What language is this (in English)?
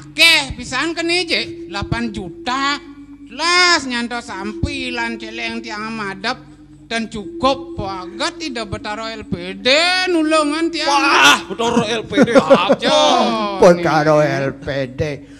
Balinese